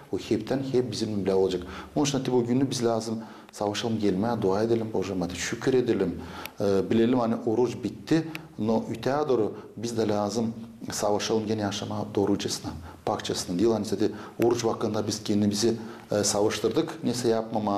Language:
Gagauz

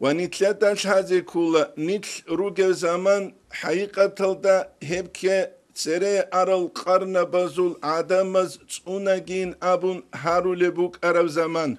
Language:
Avaric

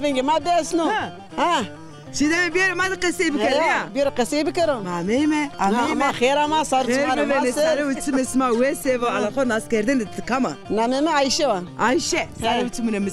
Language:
Zaza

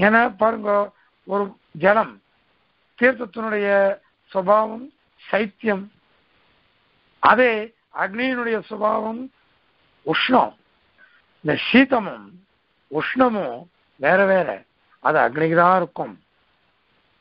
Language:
Tamil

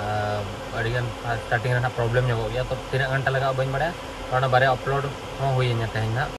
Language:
Santali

